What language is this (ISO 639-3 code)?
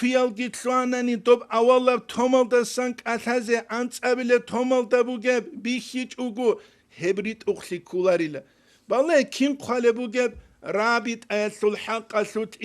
ava